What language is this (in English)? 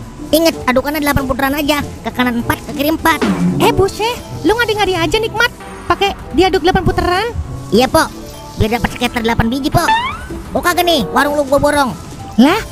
Betawi